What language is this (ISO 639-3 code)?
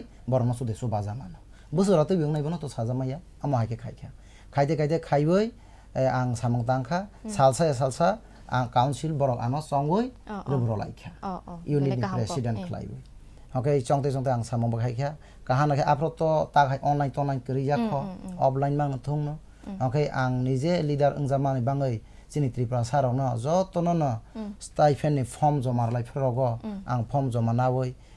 trp